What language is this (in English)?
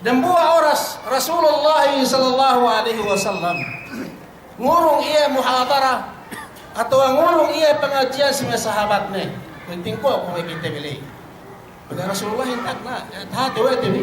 Yakan